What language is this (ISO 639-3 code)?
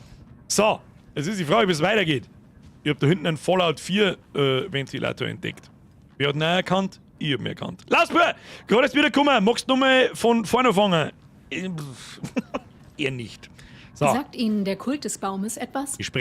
bar